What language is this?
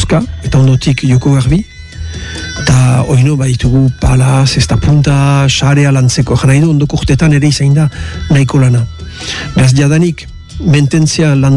Basque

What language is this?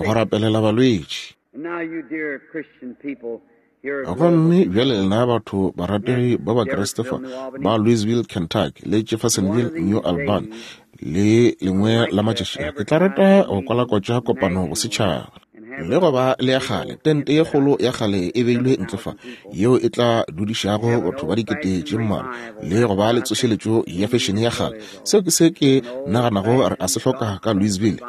Northern Sotho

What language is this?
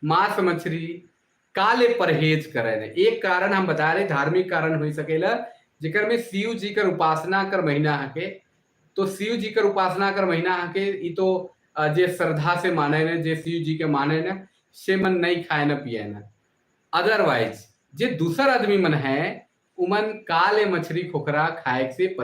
Sadri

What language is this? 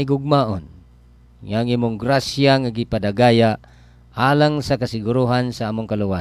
Cebuano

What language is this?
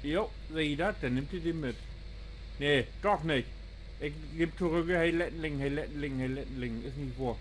Low German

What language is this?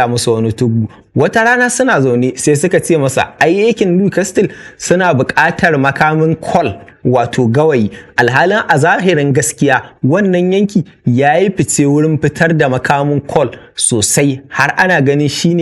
Hausa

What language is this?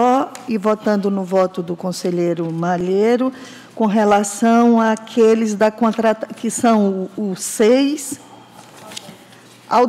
Portuguese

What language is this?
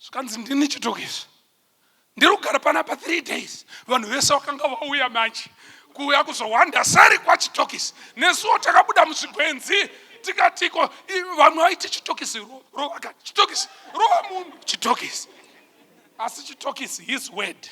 Shona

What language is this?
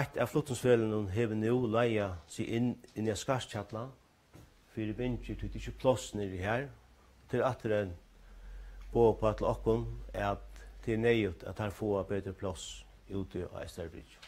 Faroese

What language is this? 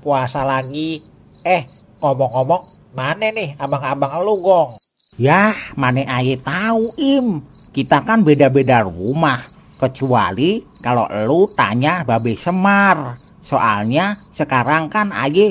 Betawi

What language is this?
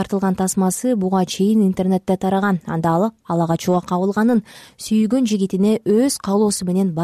Kyrgyz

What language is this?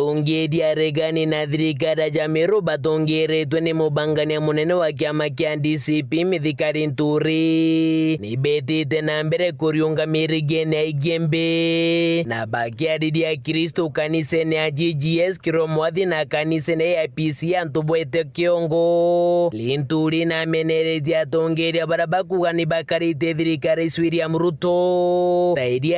Meru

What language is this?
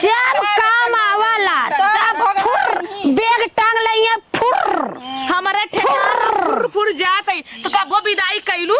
Awadhi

